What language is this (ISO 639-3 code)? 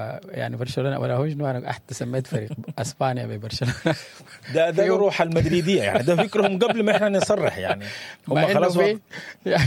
apd